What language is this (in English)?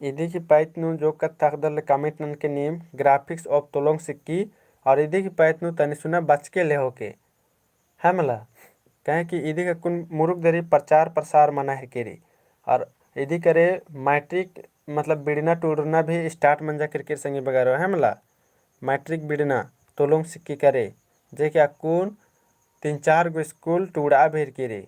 Kurukh